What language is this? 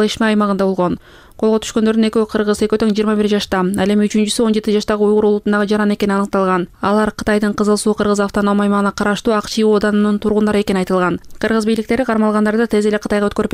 Kyrgyz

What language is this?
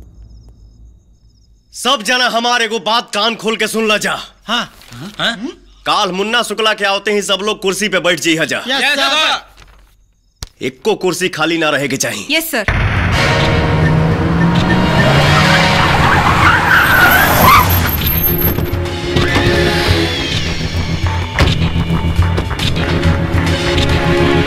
Bhojpuri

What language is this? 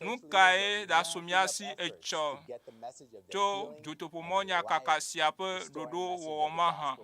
Ewe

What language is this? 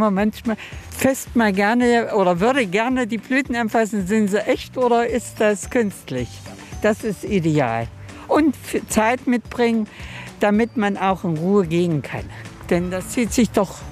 German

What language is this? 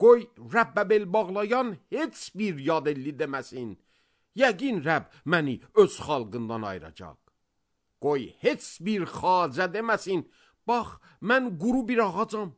Azerbaijani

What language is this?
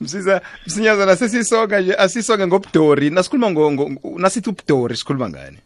South Ndebele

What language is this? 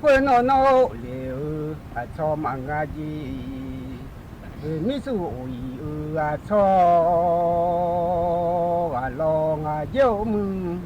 Akha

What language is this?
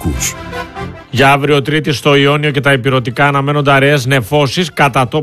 Greek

